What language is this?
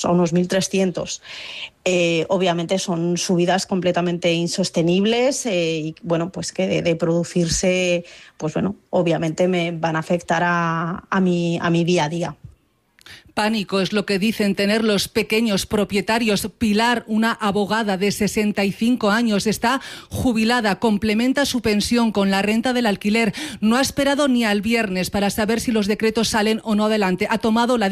Spanish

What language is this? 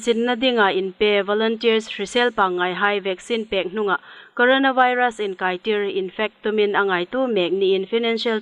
Hmar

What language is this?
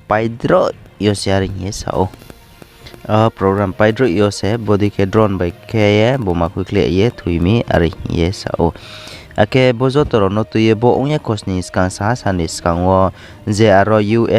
Riang (India)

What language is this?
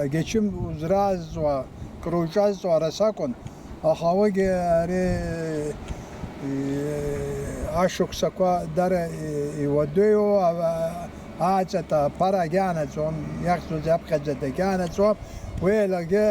Abkhazian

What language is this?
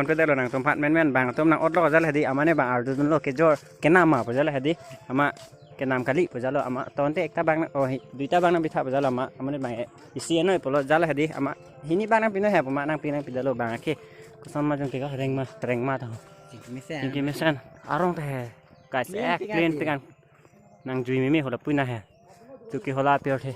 Karbi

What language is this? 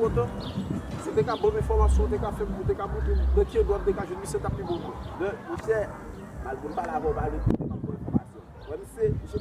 Haitian Creole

